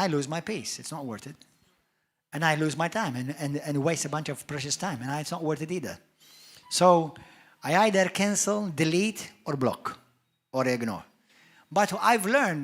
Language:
English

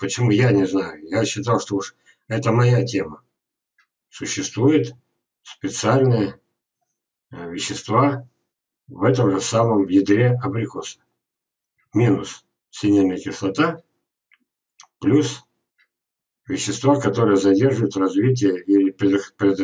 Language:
Russian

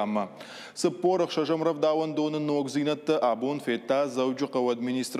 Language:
Ossetic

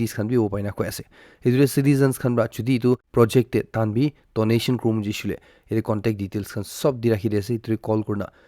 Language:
Naga Pidgin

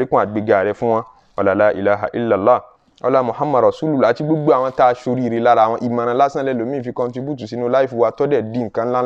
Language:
Yoruba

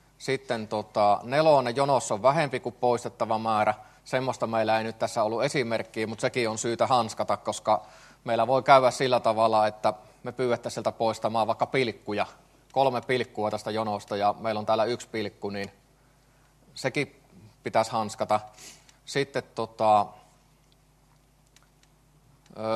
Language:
Finnish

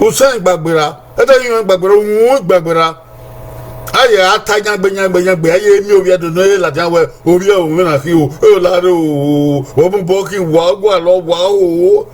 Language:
Bini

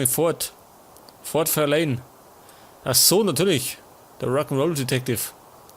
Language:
Bavarian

